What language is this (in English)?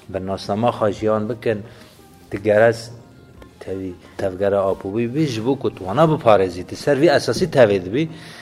Kurdish